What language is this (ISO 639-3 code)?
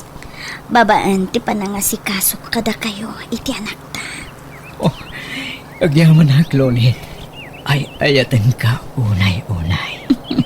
ilo